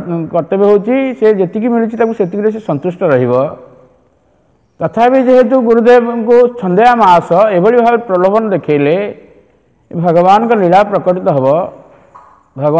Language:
Odia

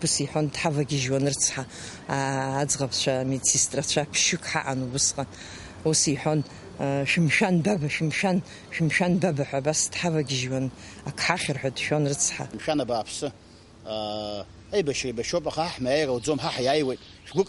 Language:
Abkhazian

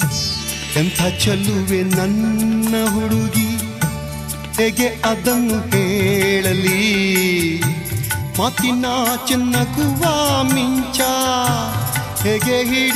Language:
Kannada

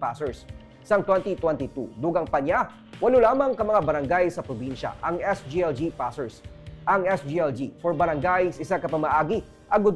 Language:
Hiligaynon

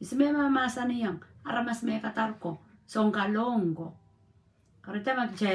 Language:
Pohnpeian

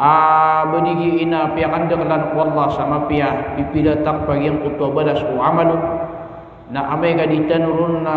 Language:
Maranao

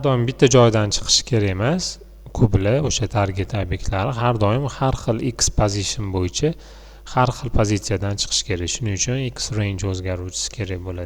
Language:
Uzbek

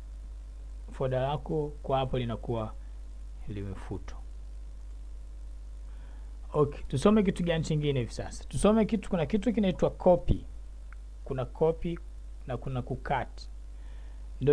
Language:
Swahili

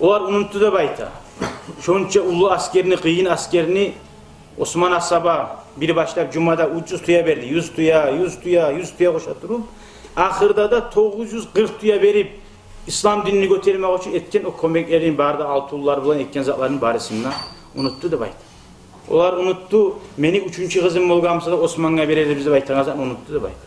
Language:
Kumyk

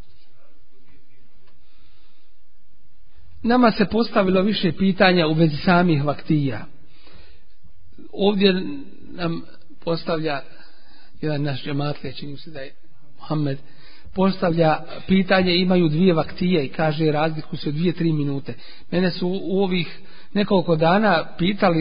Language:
Bosnian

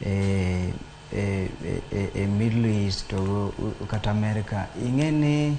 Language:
Luo (Kenya and Tanzania)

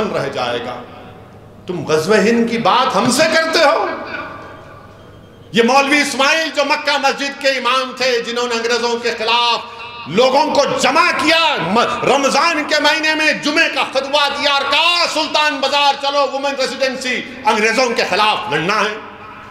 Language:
Urdu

